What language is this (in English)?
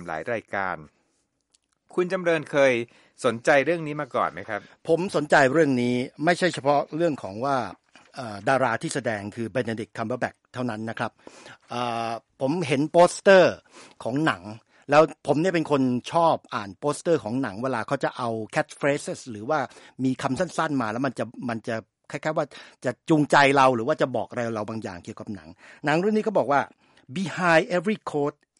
Thai